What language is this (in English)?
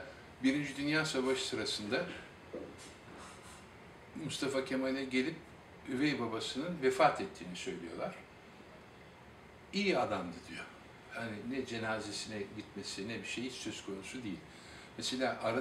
Turkish